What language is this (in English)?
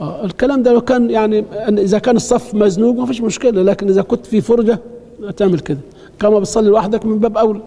Egyptian Arabic